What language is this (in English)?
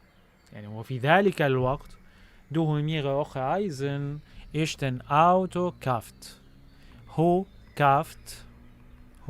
North Levantine Arabic